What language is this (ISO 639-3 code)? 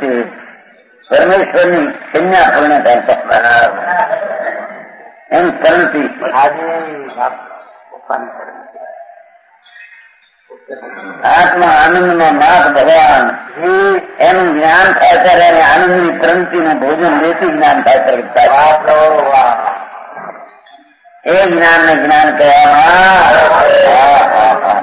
guj